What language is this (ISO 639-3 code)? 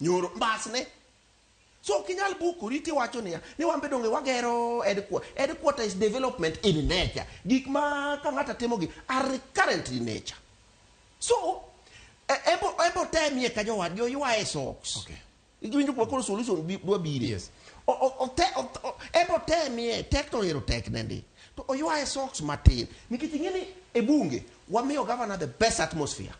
luo